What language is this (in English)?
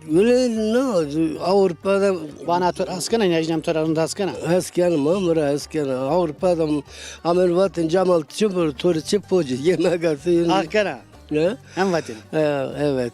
Zaza